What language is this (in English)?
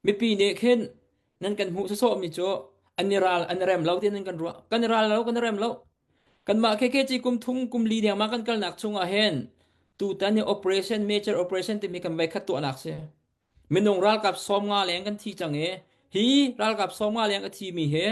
Hakha Chin